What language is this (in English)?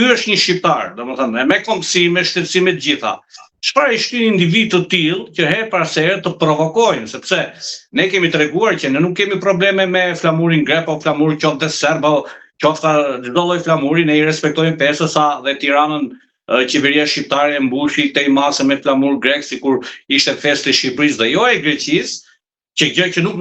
Albanian